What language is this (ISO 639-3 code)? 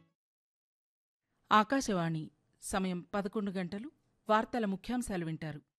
tel